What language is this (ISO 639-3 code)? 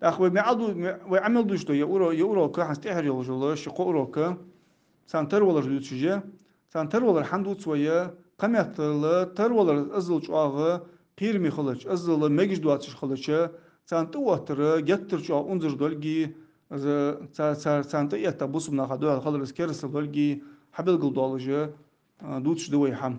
inh